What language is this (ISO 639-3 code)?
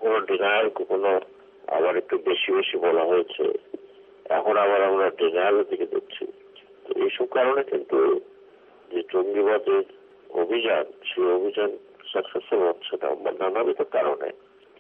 ben